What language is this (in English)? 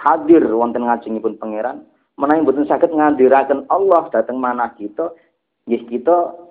Javanese